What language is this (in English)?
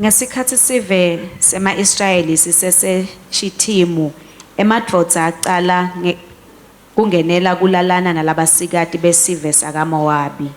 Swati